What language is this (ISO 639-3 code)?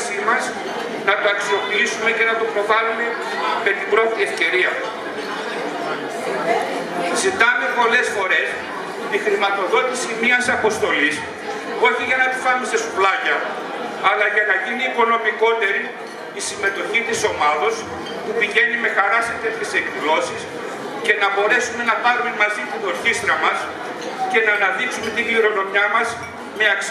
ell